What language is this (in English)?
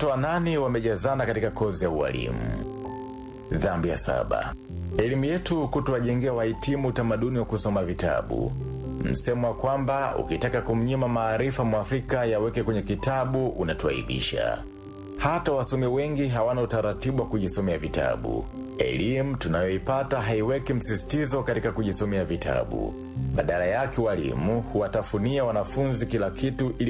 Swahili